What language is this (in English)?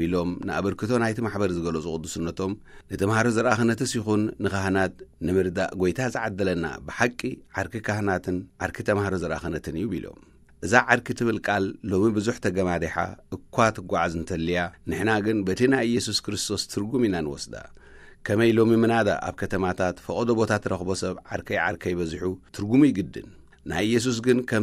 Tigrinya